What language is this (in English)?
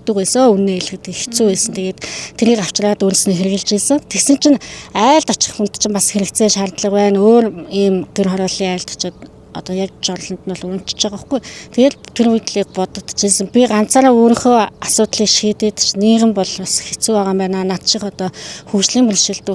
Mongolian